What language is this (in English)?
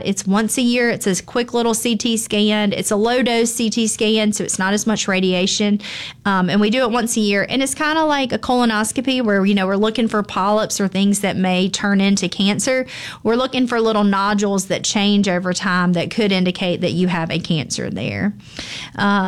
English